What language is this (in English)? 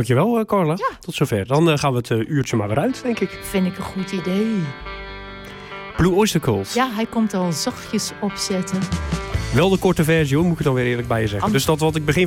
Dutch